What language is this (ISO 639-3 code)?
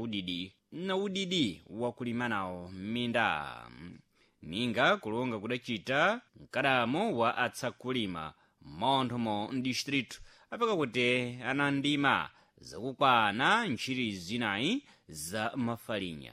seh